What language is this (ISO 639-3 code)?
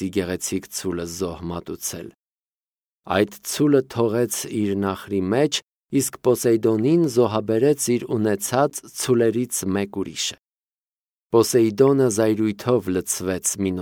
hye